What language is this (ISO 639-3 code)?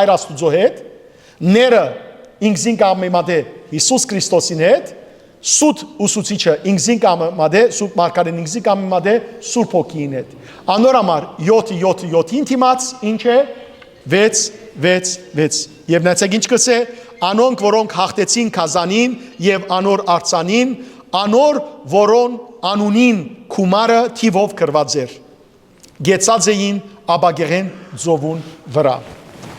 hyw